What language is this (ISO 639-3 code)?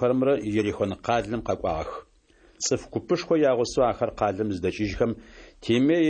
ady